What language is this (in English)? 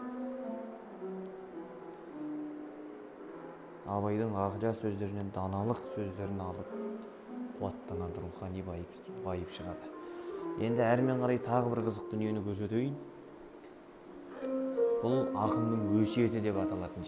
Kazakh